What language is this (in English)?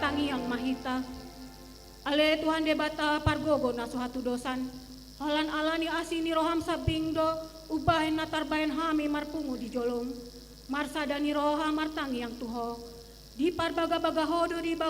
Batak Toba